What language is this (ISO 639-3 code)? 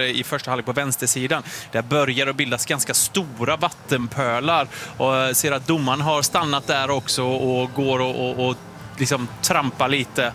swe